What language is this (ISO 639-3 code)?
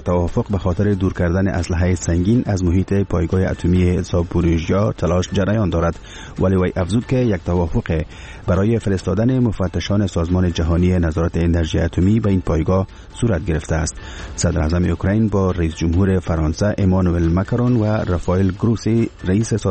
fas